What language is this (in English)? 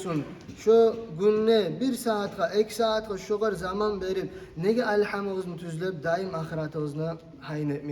Kumyk